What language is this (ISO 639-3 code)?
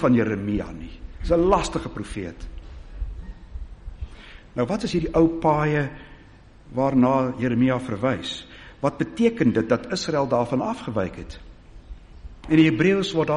afr